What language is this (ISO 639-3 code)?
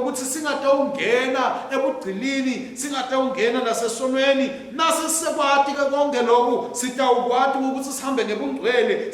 ssw